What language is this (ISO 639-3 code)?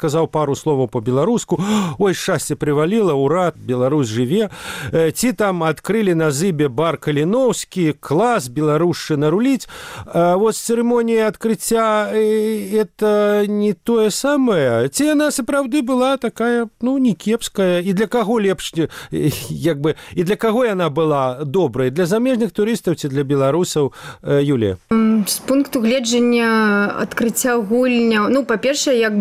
bel